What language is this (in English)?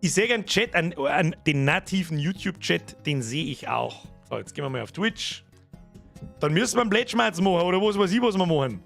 Bavarian